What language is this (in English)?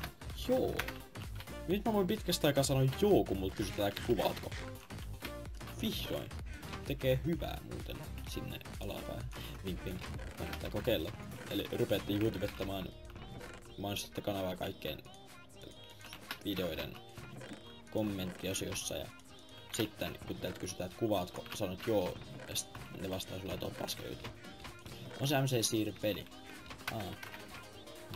Finnish